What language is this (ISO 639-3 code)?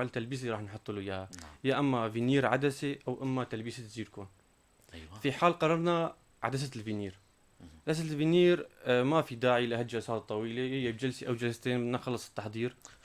apc